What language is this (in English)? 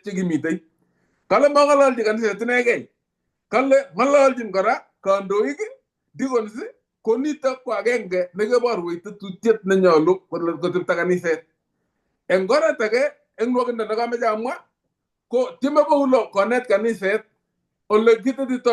Kalenjin